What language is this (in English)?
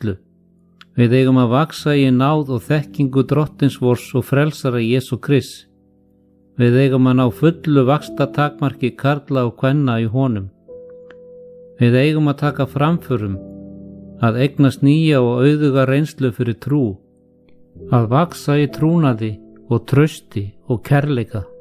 Icelandic